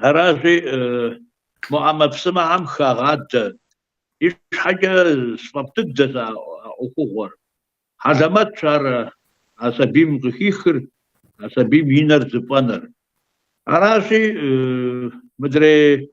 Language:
Kabardian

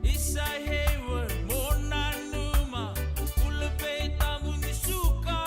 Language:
Fijian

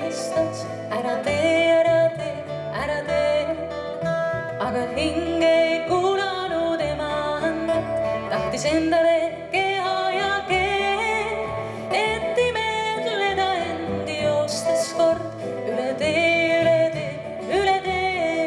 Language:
Estonian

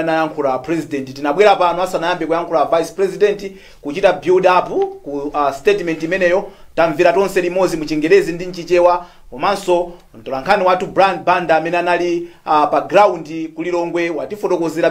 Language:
Nyanja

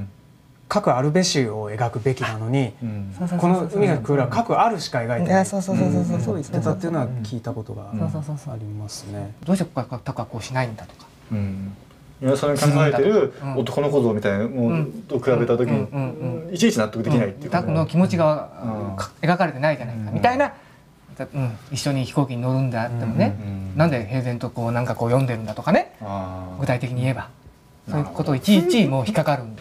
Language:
Japanese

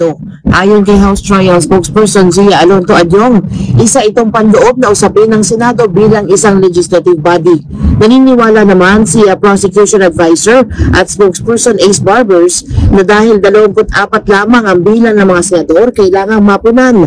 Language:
Filipino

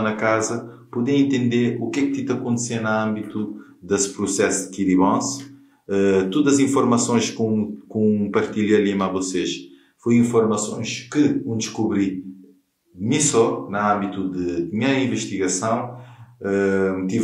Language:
Kabuverdianu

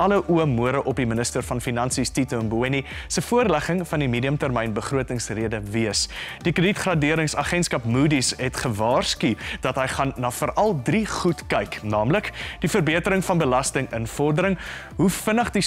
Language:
Afrikaans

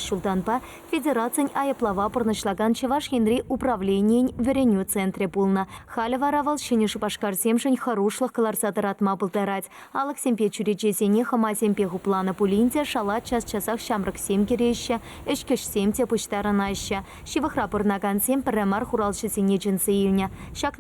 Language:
Chuvash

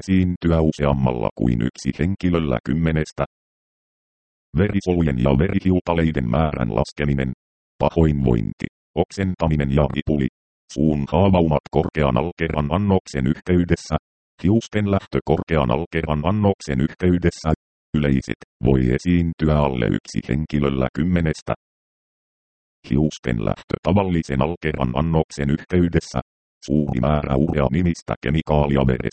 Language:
Finnish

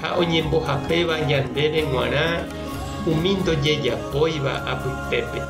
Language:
Guarani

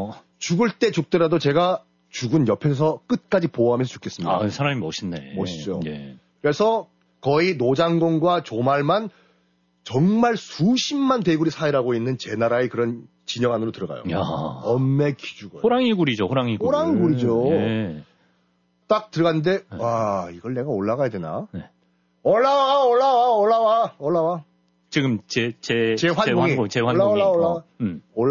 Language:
Korean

